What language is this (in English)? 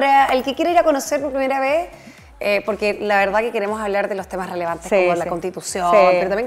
Spanish